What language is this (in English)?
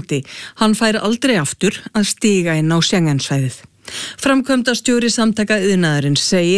Icelandic